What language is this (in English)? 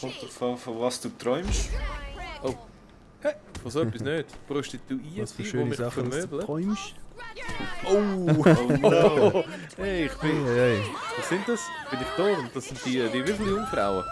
Swiss German